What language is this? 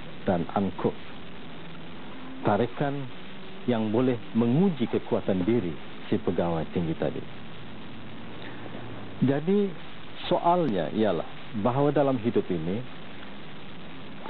Malay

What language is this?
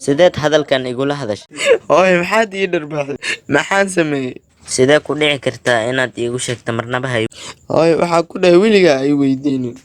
Somali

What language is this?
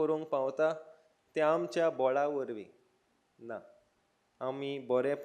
Konkani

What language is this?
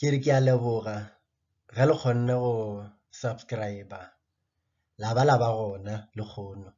Northern Sotho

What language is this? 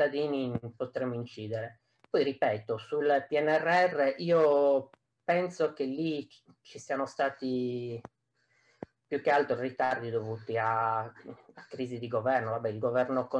Italian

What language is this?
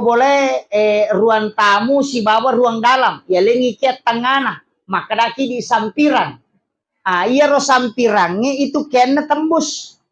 Buginese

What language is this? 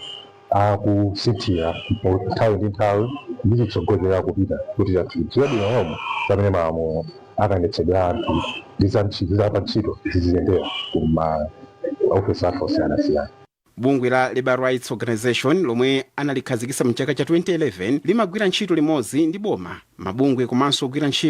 Nyanja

